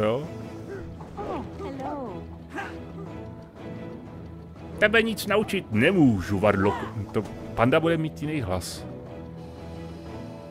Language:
Czech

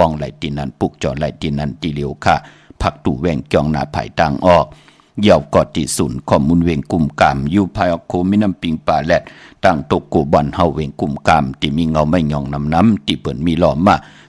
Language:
Shan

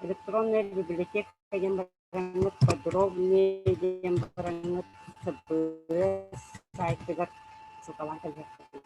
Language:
Yakut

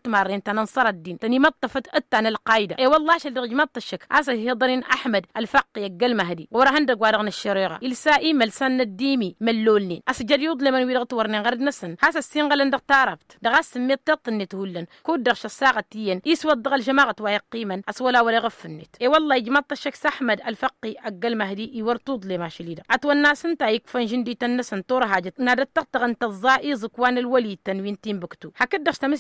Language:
Tamasheq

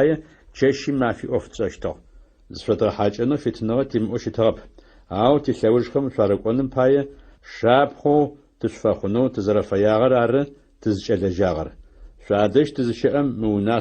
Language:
Adyghe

